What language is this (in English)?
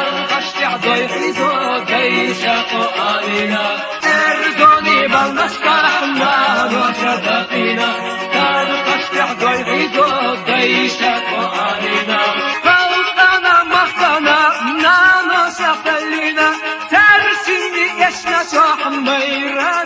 Chechen